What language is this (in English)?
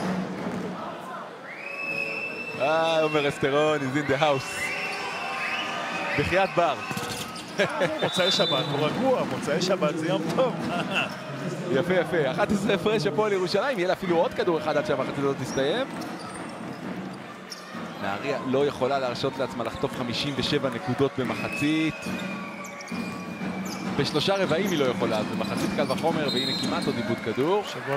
Hebrew